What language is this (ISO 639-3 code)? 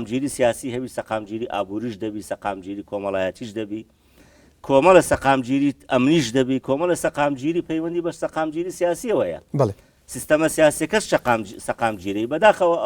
ckb